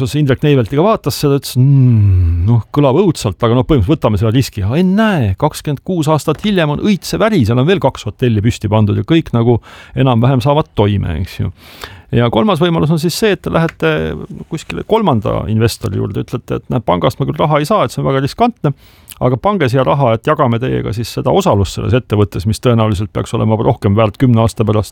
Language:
Estonian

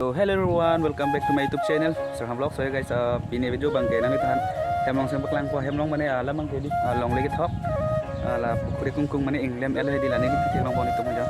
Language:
Karbi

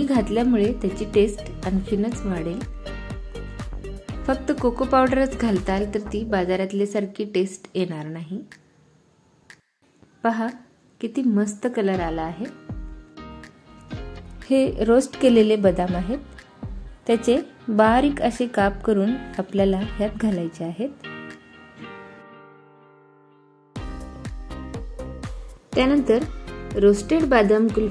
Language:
Marathi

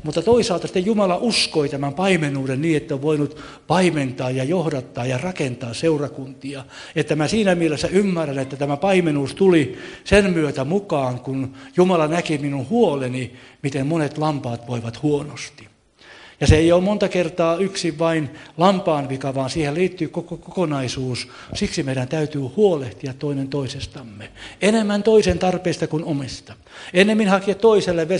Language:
Finnish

